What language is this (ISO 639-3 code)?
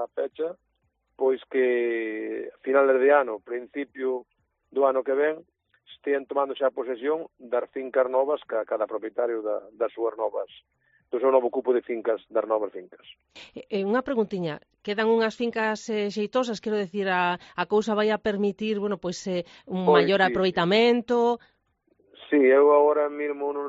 glg